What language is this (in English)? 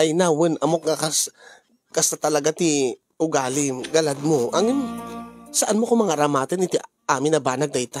Iloko